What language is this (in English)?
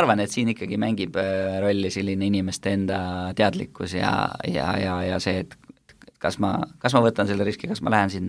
Estonian